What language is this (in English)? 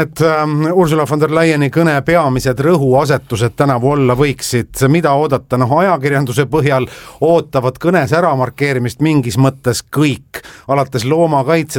Estonian